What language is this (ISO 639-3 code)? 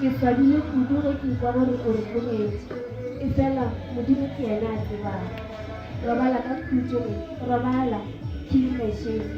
nso